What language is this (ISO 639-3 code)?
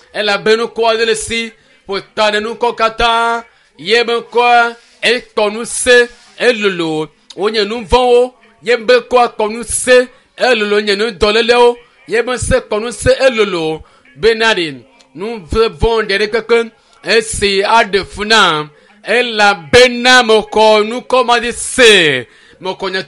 ewe